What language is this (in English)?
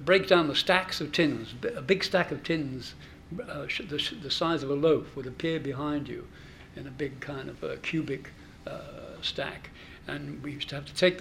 English